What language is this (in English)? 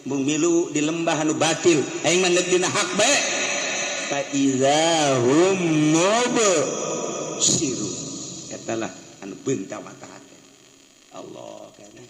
Sundanese